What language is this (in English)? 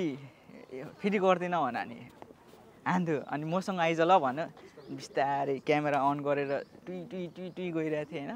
Nepali